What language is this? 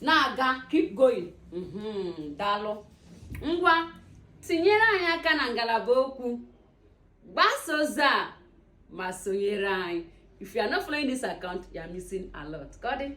Igbo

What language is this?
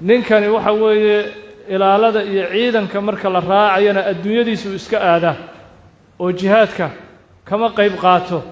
Somali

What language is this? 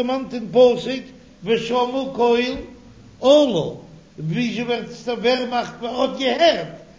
Yiddish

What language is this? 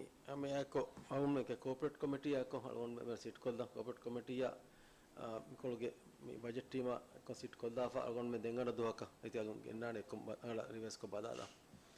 Divehi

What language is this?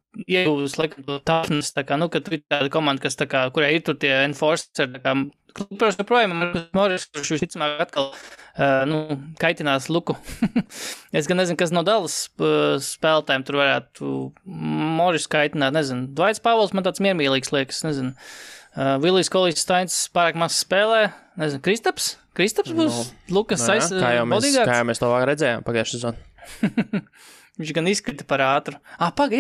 Latvian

